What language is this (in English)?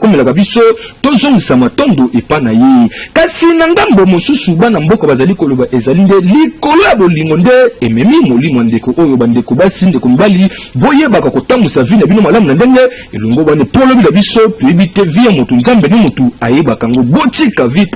Lingala